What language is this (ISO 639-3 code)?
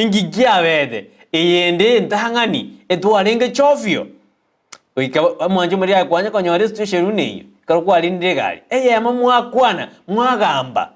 guz